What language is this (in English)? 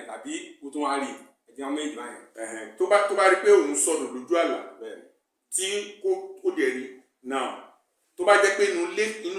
Yoruba